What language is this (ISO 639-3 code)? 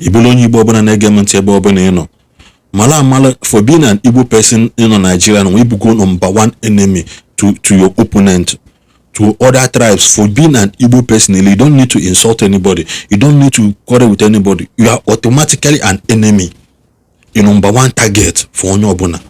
ibo